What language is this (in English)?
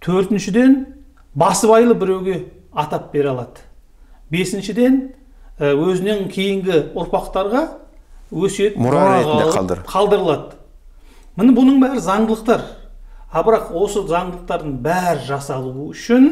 Kazakh